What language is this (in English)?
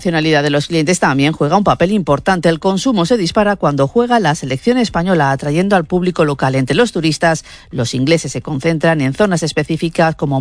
Spanish